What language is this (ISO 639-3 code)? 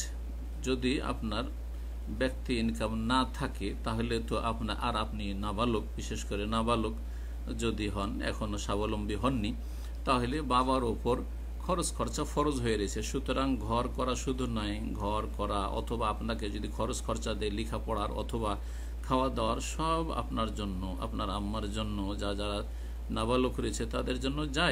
ben